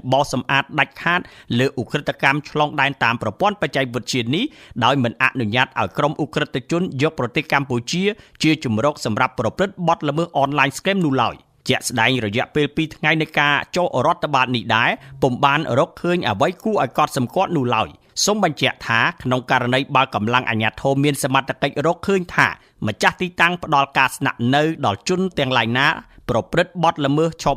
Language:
Khmer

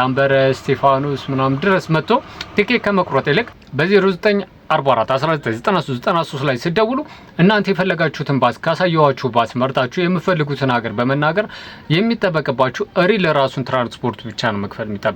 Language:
Amharic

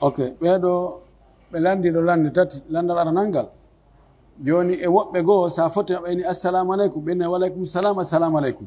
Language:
Pular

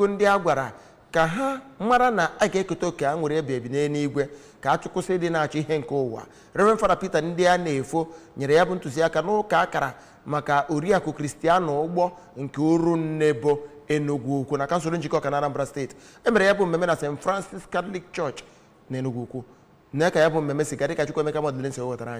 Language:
Igbo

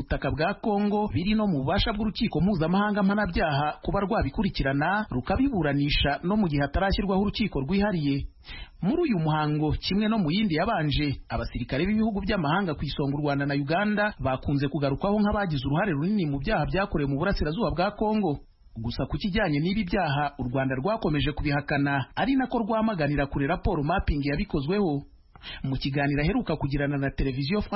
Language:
Kinyarwanda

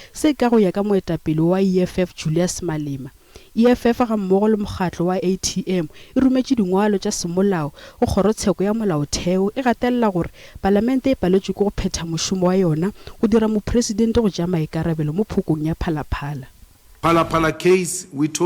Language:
Northern Sotho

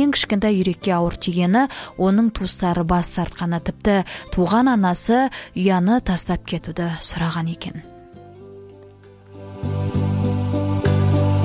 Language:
Kazakh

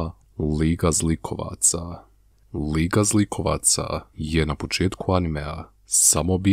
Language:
Bosnian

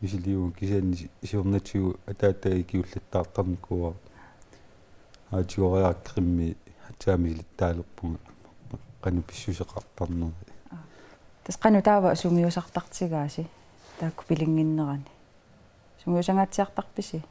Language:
Kalaallisut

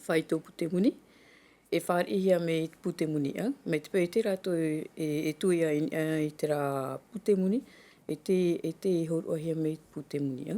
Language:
Tahitian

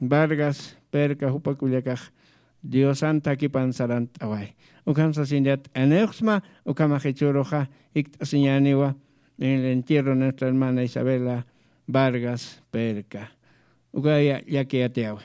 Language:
Aymara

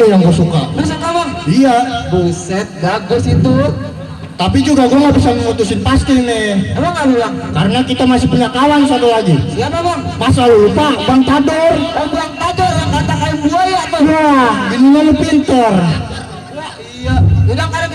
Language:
Betawi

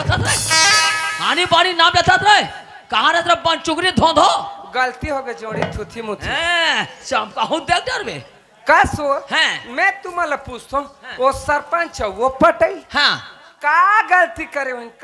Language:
Chhattisgarhi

